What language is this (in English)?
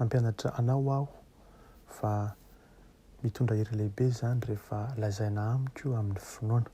Malagasy